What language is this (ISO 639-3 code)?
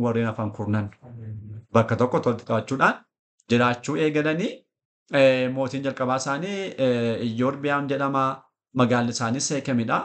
orm